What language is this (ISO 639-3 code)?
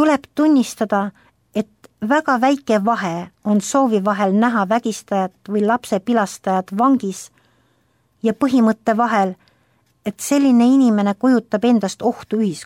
est